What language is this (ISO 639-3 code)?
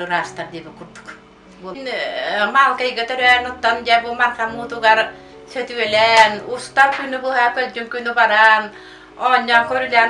sah